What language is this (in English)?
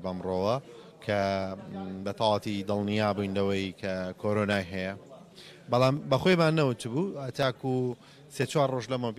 Central Kurdish